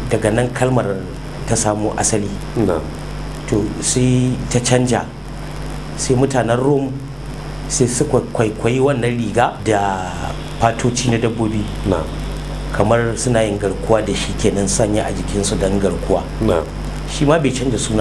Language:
Hausa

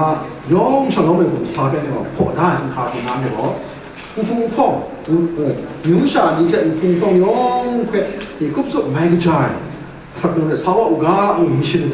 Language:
Kachin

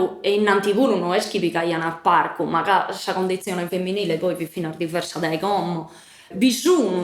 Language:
Sardinian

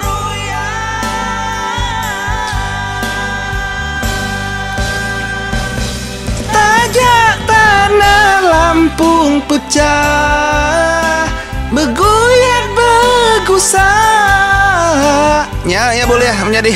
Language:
Iban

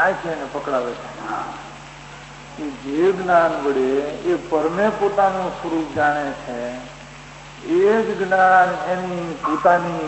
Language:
Gujarati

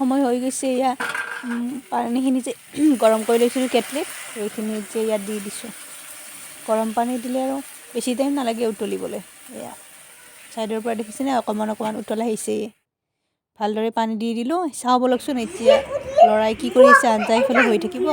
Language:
Assamese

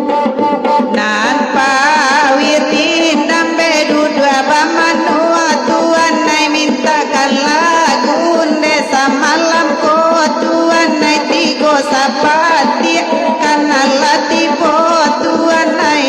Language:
Minangkabau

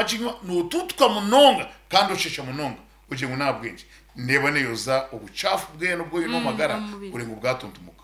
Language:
Nyankole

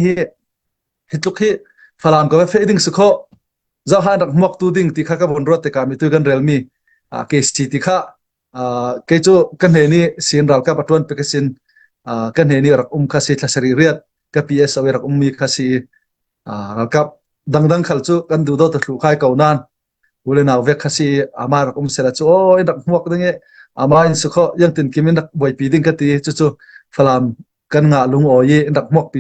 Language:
Falam Chin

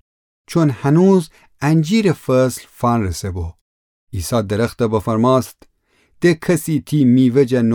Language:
Gilaki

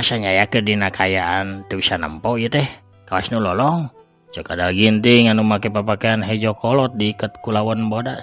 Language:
Sundanese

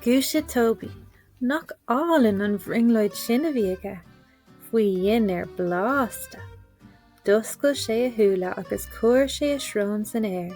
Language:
Irish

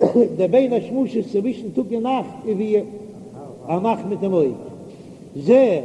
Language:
Yiddish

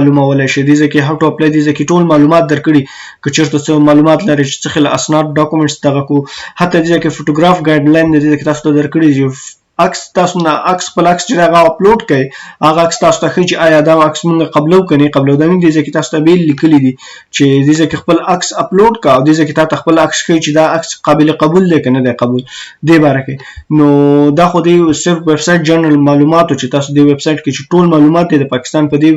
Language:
Pashto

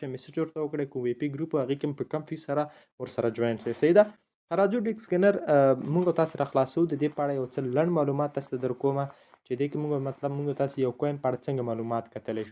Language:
Pashto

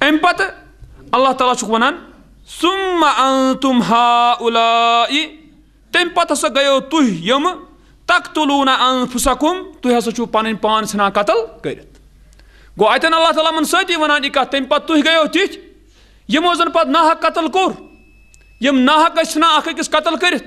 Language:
Kashmiri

